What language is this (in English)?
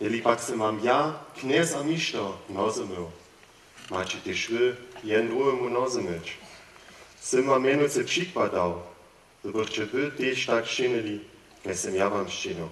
Upper Sorbian